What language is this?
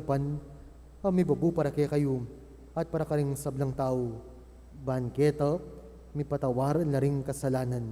Pampanga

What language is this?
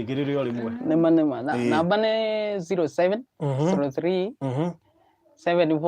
Kikuyu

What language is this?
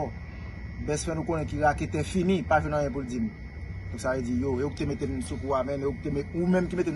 Haitian Creole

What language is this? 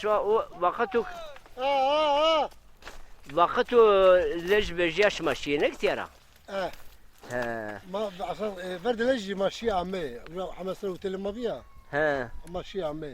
Zaza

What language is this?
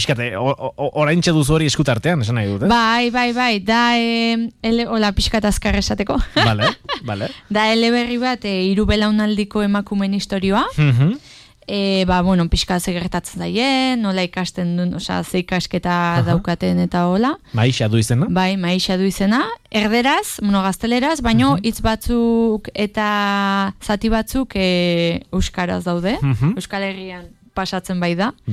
Basque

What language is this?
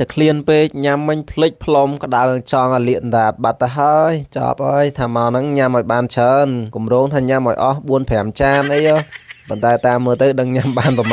Khmer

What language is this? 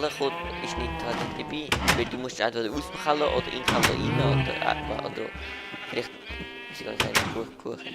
Swiss German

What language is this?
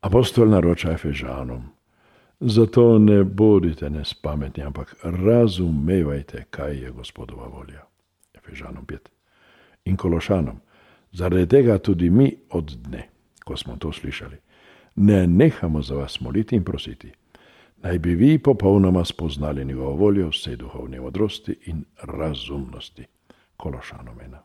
Slovenian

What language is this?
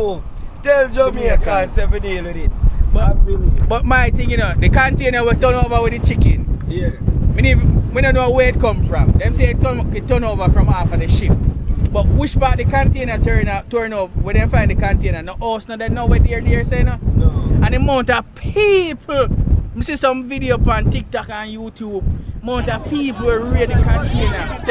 Jamaican Creole English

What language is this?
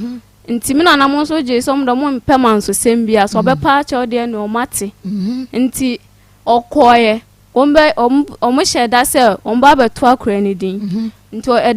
Akan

